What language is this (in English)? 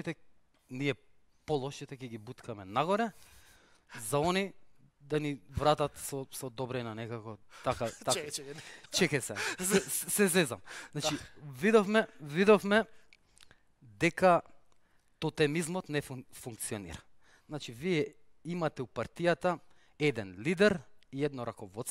Macedonian